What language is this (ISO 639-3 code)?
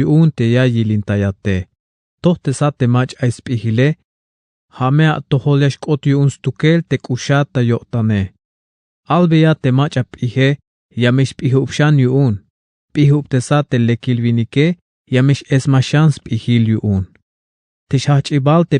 tzh